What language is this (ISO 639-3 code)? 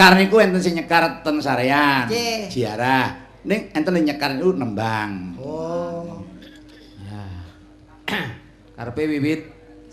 jav